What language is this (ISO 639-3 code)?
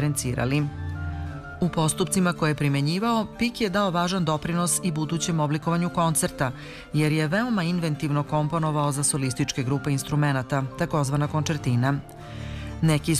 srp